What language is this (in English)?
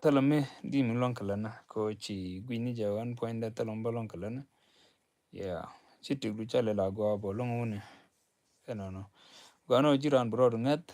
Nuer